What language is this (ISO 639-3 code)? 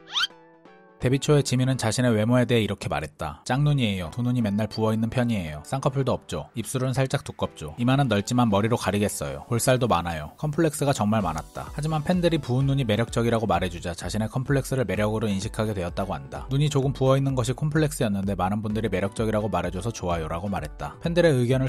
kor